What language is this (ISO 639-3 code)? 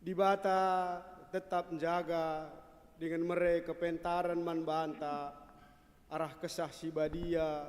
btx